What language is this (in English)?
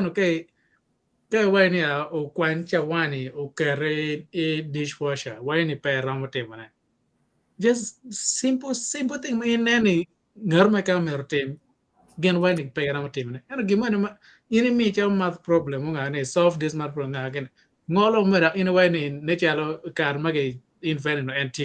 Acoli